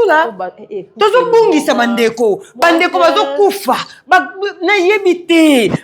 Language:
Lingala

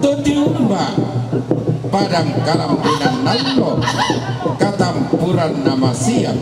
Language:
Toraja-Sa'dan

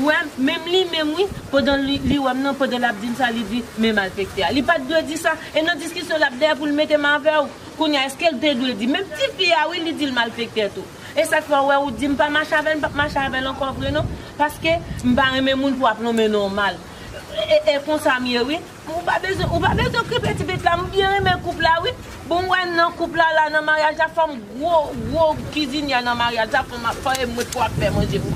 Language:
Haitian Creole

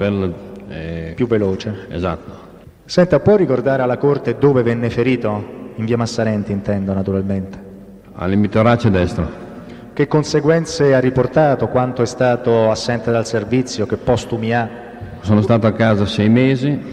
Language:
Italian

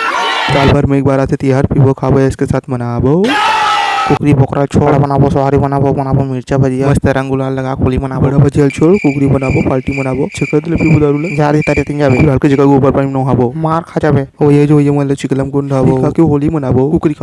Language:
Chhattisgarhi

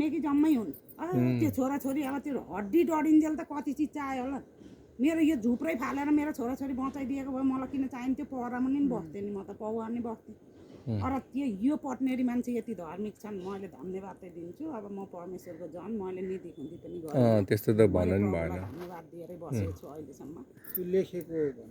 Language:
Nepali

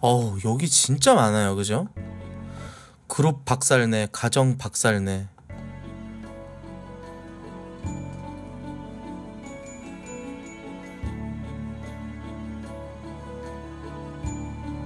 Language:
Korean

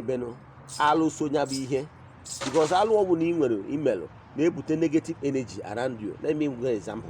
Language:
Igbo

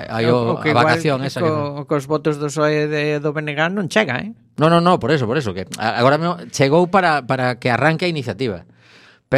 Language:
Galician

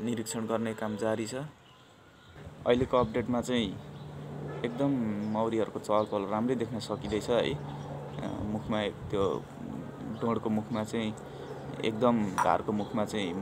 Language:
Nepali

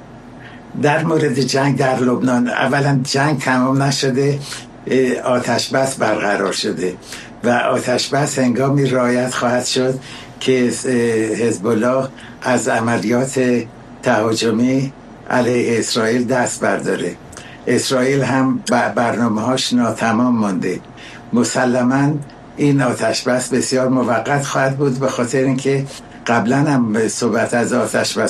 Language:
Persian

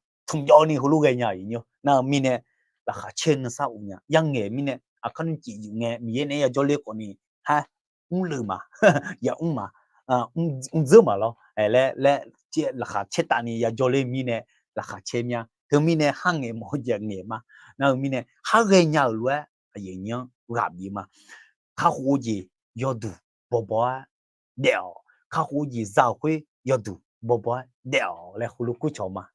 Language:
Akha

